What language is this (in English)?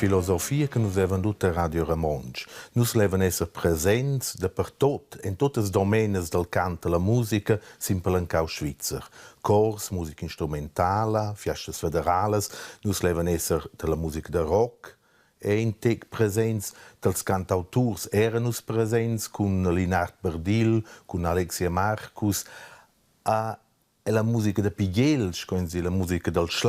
Romansh